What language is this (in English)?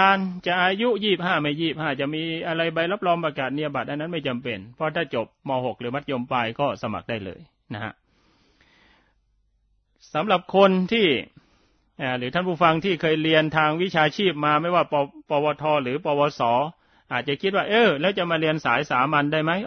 Thai